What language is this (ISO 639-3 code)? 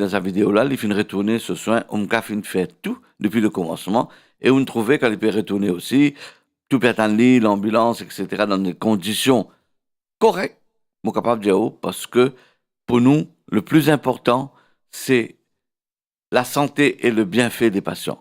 mfe